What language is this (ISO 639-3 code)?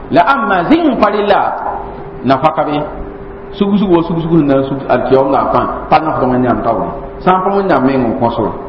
mos